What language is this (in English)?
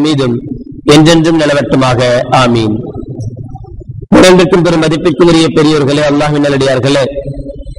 Tamil